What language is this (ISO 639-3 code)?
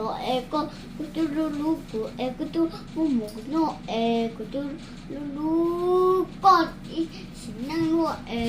hmn